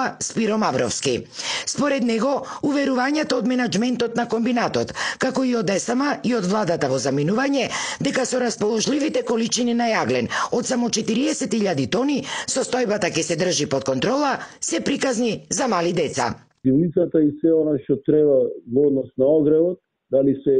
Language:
Macedonian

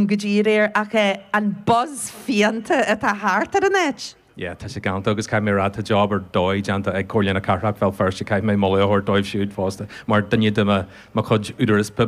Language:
Irish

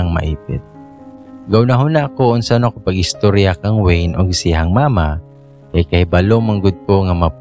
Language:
Cebuano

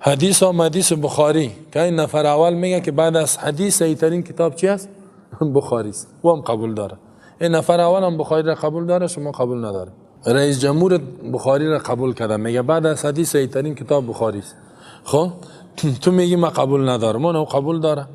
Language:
Persian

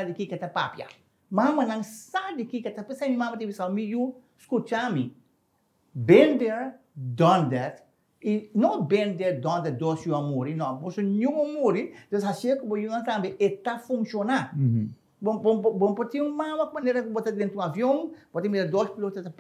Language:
Papiamento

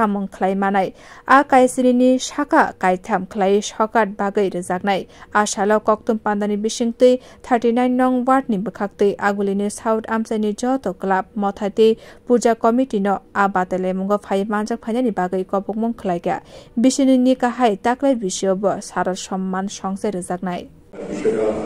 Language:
Kok Borok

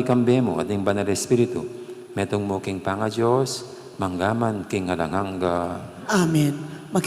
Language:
Pampanga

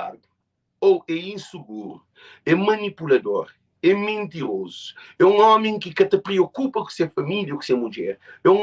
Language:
Kabuverdianu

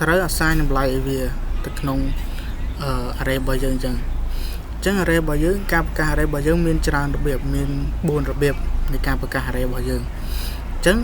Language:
Khmer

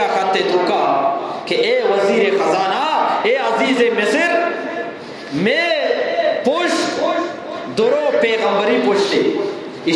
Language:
Eastern Balochi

